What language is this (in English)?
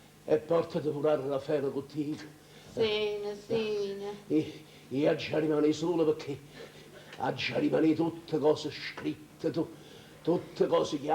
Neapolitan